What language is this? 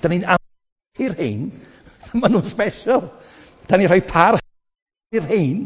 Welsh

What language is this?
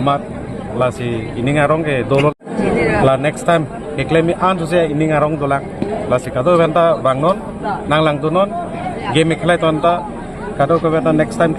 Karbi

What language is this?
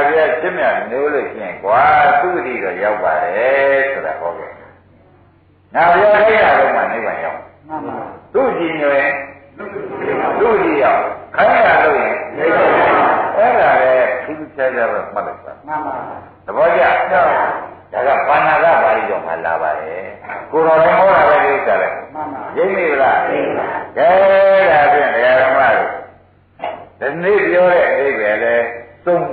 Burmese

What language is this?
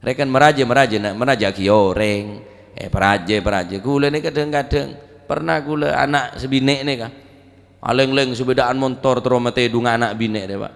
Madurese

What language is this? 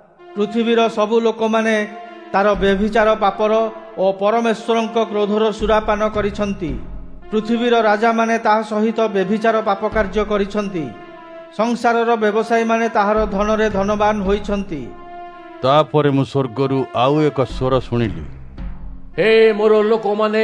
Odia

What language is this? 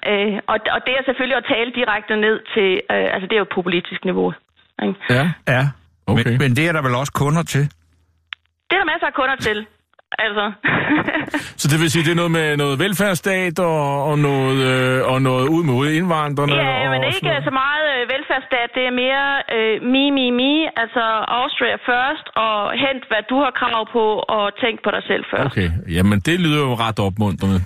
Danish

